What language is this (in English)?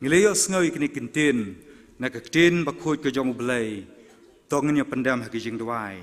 Khasi